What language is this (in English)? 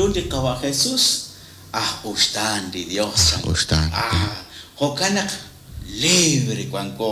Kekchí